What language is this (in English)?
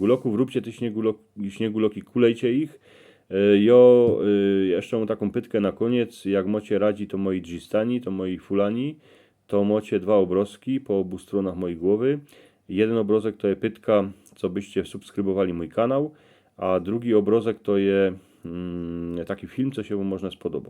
Silesian